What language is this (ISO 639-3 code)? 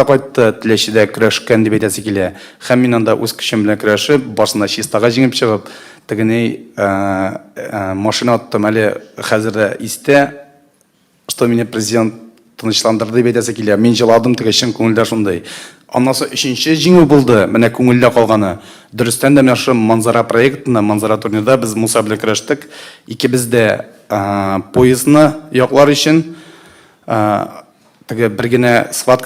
tat